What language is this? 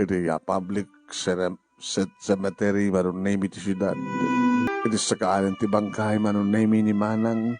Iloko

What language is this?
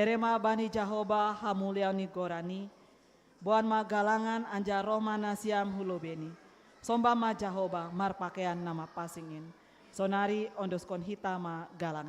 Batak Simalungun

